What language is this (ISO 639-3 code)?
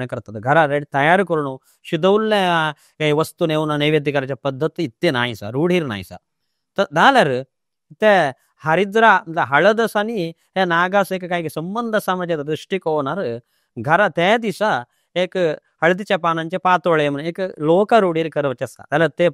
kok